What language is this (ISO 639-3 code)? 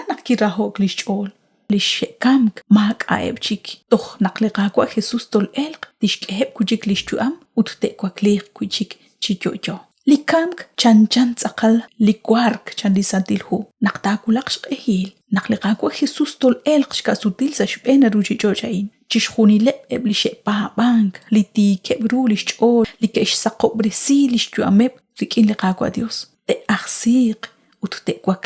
kek